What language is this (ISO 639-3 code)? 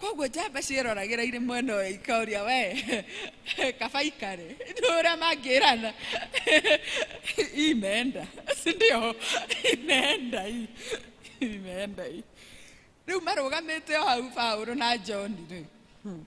kik